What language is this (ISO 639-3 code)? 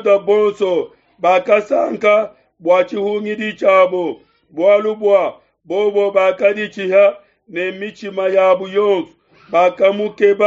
lua